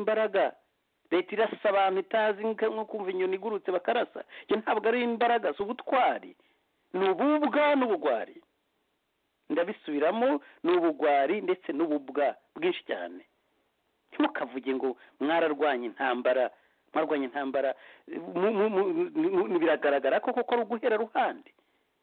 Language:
Kinyarwanda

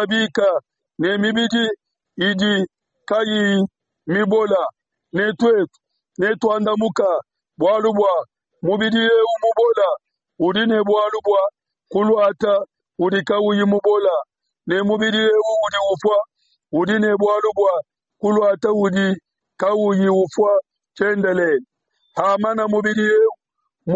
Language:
Luba-Lulua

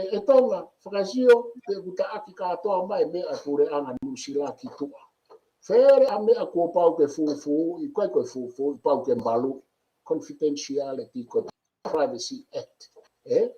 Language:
Tongan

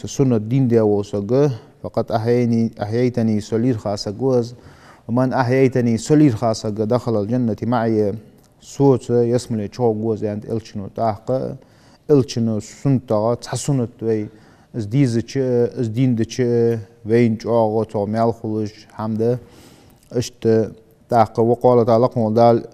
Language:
Ingush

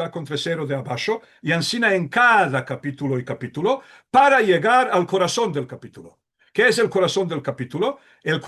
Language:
Ladino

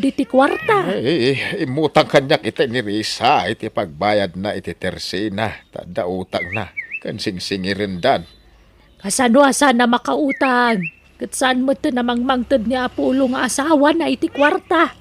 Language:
Iloko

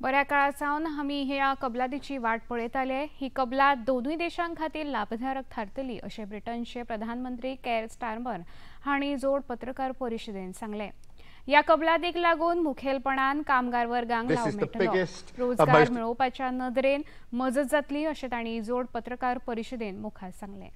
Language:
Konkani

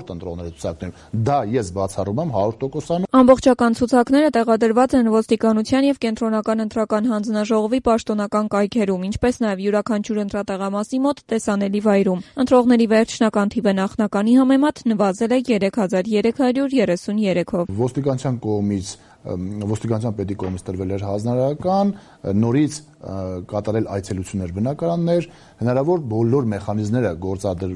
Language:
Armenian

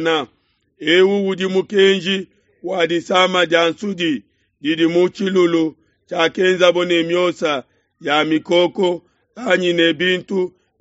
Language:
Luba-Lulua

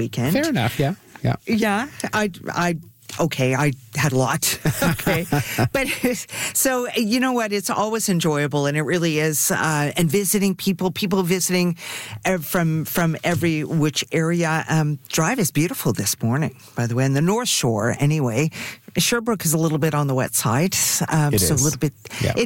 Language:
English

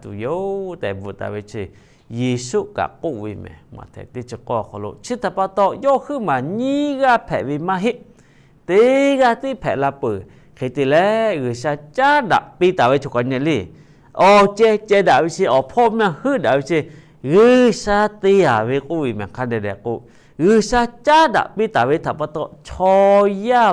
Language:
Lahu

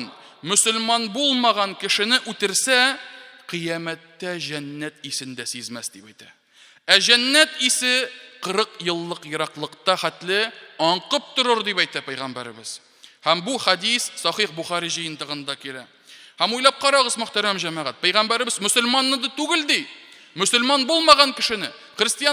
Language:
Tatar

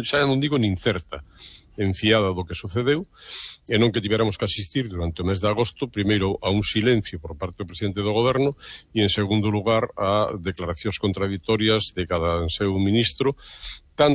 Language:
Galician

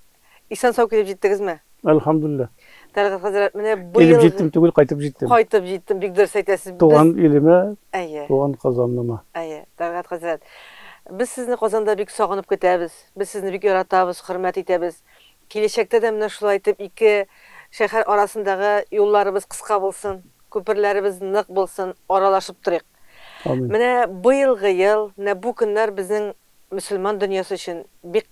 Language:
Tatar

